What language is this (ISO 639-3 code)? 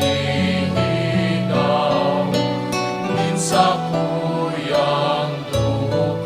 bik